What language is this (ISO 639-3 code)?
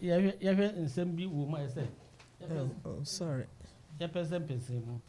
aka